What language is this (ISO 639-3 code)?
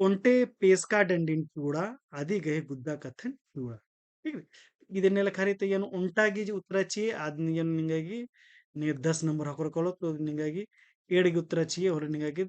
kru